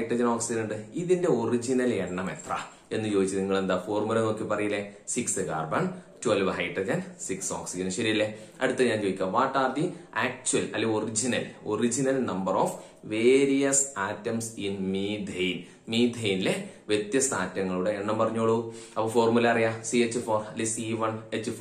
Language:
Malayalam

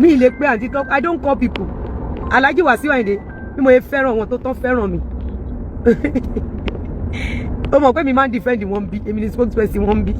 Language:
Yoruba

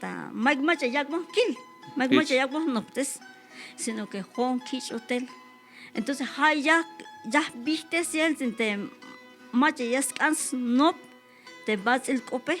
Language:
Tzeltal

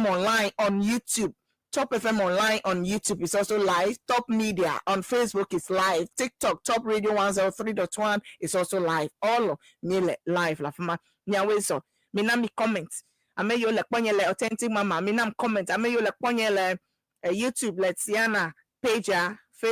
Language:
Ewe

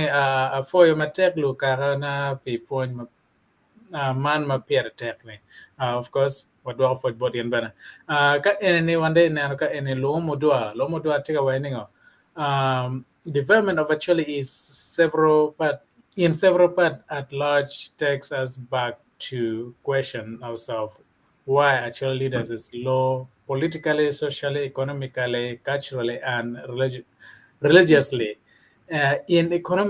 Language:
Acoli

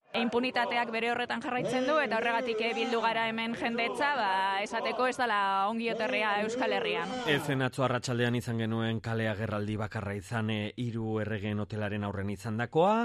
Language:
Basque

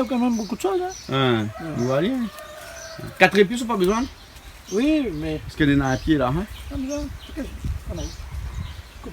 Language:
Réunion Creole French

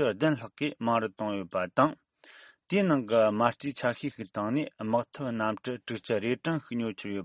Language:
Tibetan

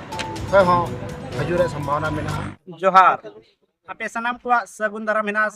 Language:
Santali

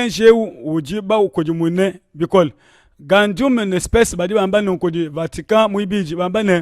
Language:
Luba-Lulua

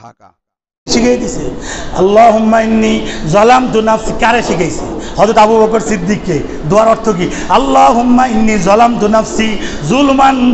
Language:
Bangla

